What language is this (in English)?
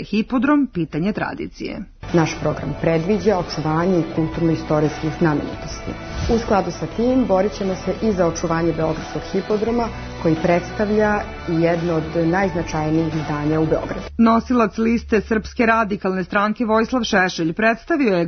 Serbian